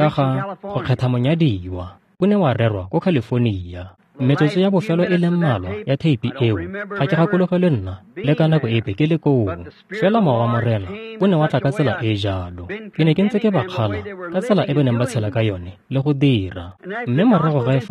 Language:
Tswana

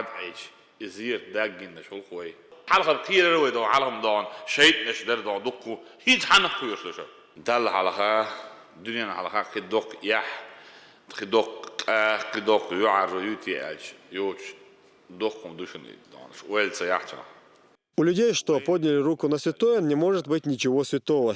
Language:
Chechen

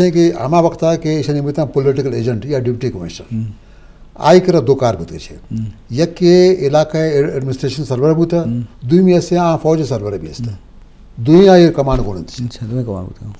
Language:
Eastern Balochi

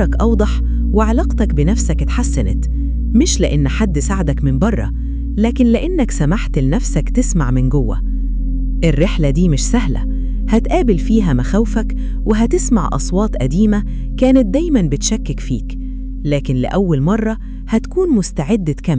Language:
Egyptian Arabic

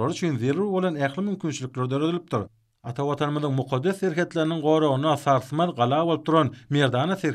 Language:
Turkmen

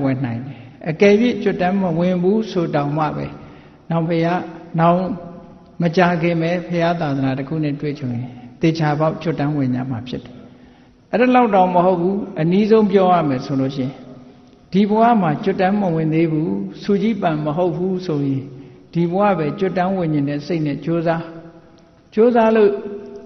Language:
Burmese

